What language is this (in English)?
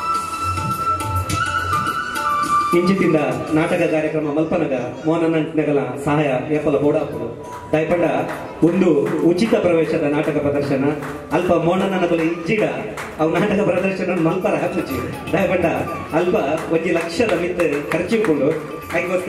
Tulu